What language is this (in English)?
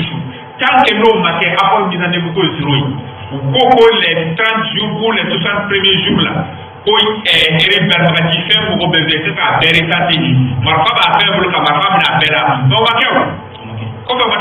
Bambara